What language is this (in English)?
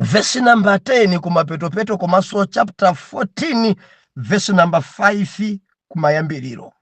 Nyanja